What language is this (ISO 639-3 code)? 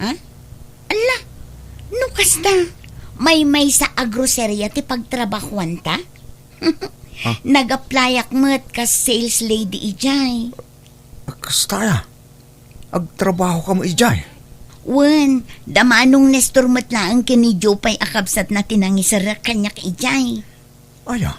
ilo